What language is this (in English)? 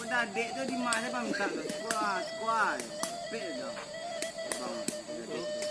Minangkabau